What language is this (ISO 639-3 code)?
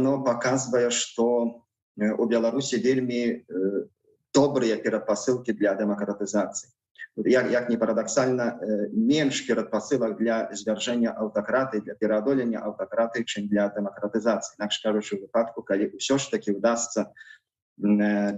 bel